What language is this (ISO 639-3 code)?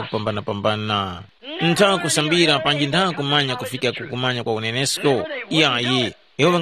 tum